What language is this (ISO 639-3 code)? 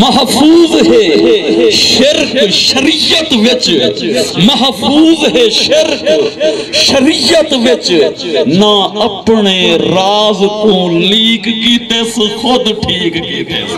skr